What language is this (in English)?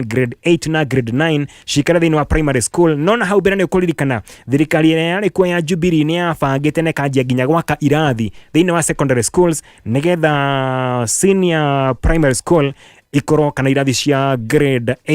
Kikuyu